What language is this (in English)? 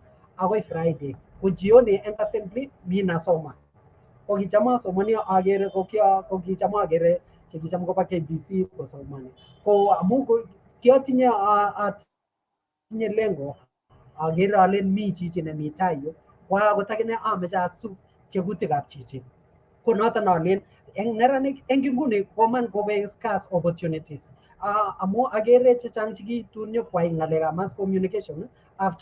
Kalenjin